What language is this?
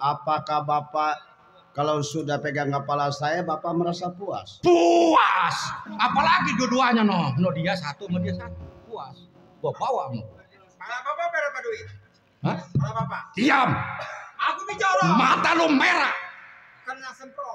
Betawi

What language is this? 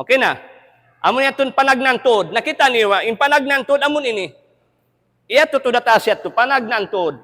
Tausug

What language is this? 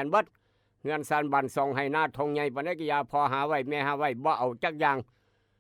Northeastern Thai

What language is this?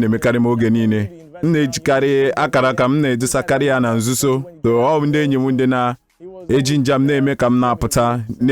Igbo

